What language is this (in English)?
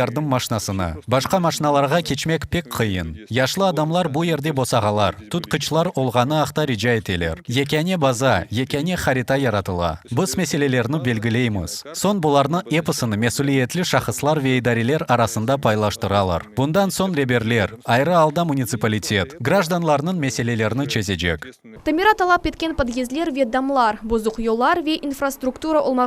Crimean Tatar